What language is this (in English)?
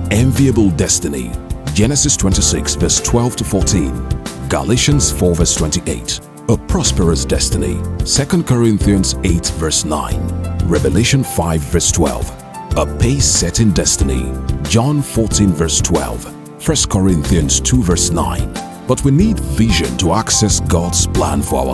English